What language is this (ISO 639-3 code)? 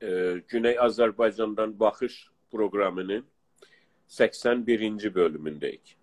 azb